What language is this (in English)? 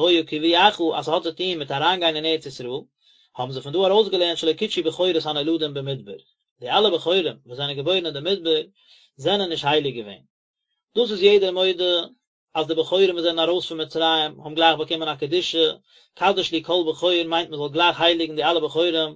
Yiddish